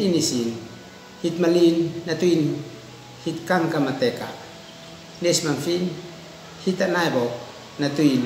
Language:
Uab Meto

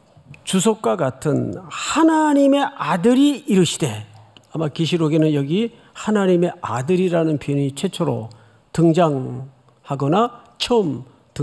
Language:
Korean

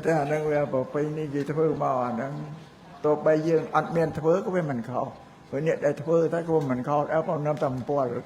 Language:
Khmer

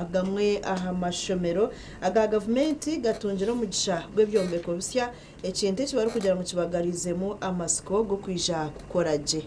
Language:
Nyankole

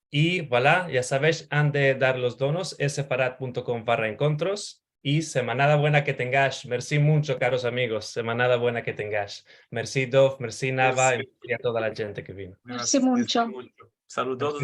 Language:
Ladino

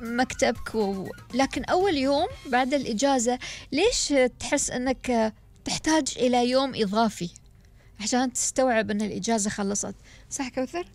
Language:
Gulf Arabic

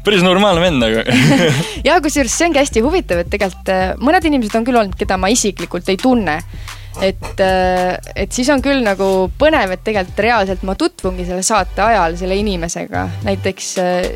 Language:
Estonian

